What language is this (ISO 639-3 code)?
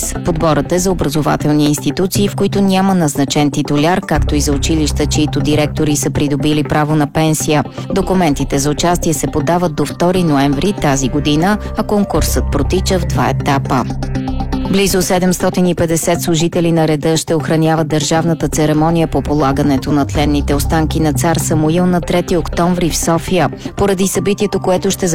bul